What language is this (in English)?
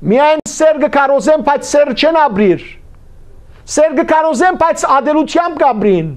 Western Armenian